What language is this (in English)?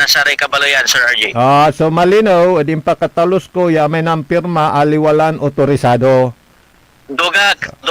Pangasinan